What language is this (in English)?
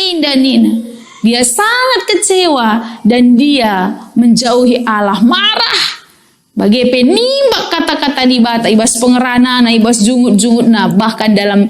Batak Karo